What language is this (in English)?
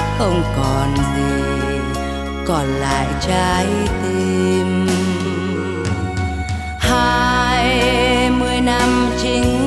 Vietnamese